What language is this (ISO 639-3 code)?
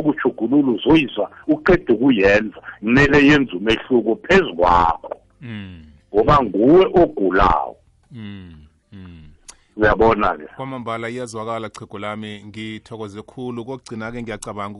nbl